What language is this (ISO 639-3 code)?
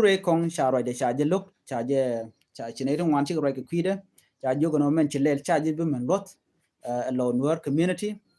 nus